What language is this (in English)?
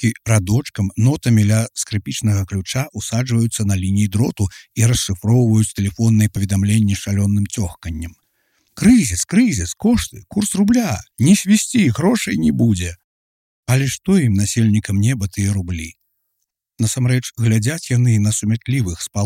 Belarusian